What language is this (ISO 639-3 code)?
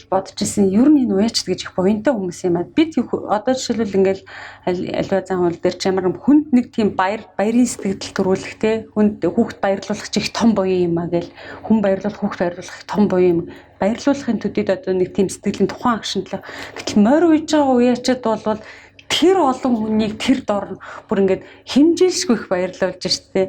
mon